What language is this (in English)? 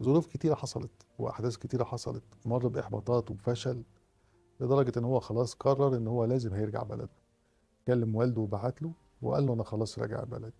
Egyptian Arabic